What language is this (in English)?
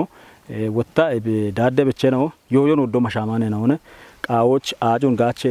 Kafa